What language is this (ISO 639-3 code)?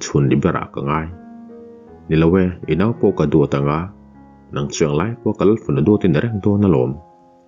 lus